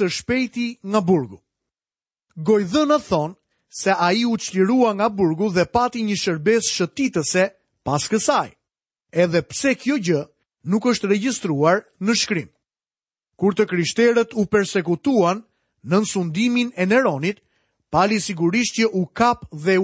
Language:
Albanian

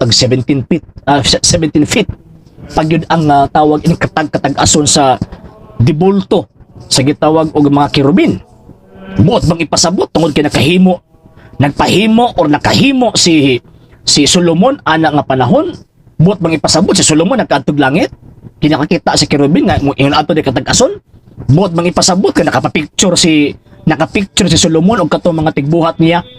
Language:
Cebuano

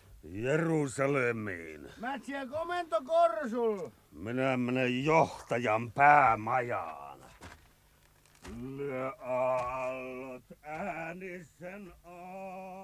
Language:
Finnish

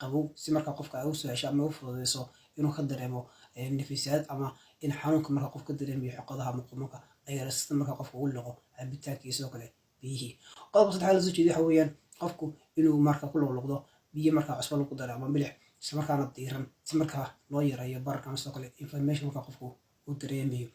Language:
Somali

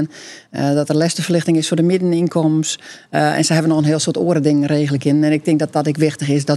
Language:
Western Frisian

